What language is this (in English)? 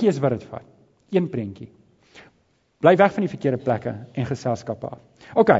Afrikaans